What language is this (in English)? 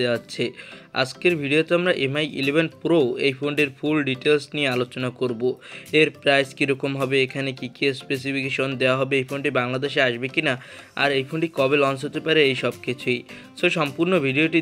Bangla